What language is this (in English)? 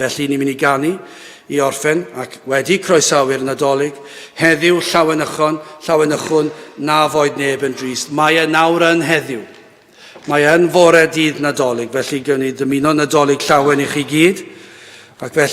Welsh